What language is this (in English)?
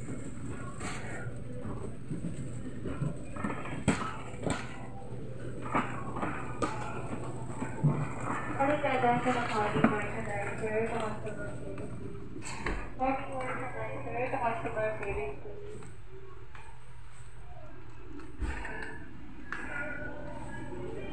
Filipino